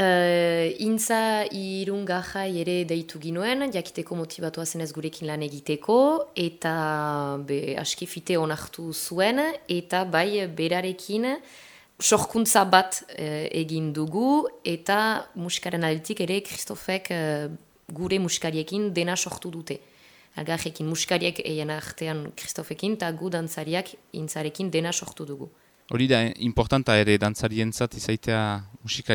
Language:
Basque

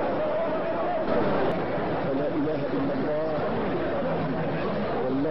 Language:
Arabic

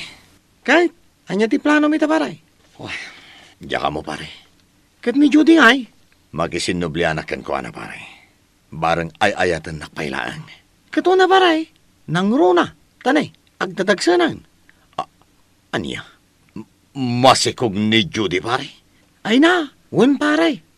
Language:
Iloko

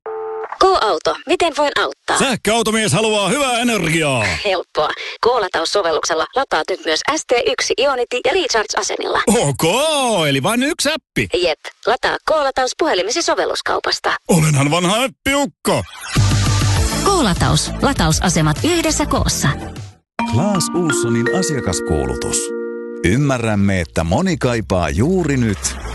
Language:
Finnish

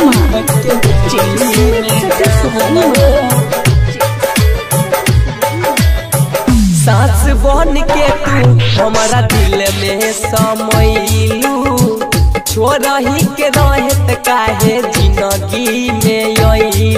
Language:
Bhojpuri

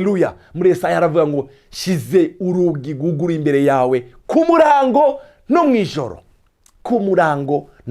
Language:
Rundi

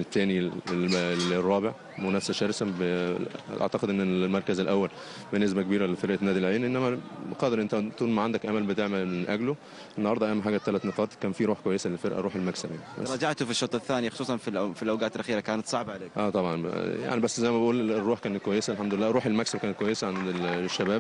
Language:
Egyptian Arabic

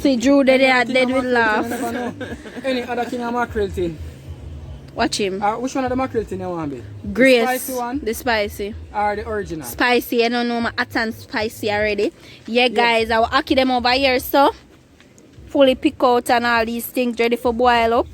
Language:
Jamaican Creole English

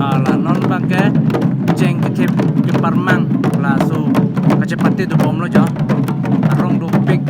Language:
Karbi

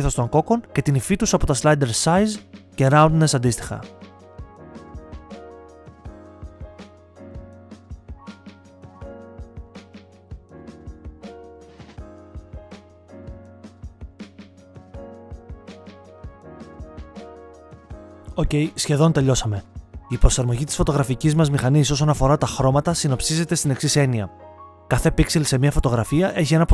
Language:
Greek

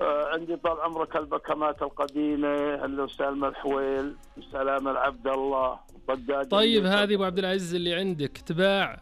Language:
Najdi Arabic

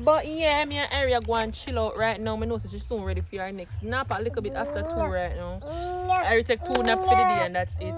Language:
Jamaican Creole English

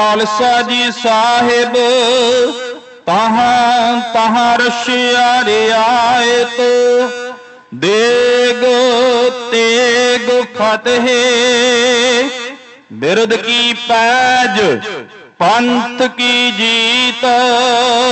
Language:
Punjabi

